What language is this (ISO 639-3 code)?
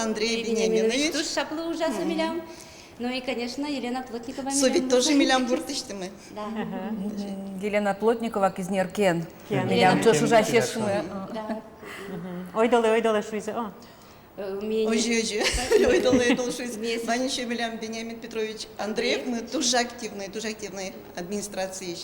udm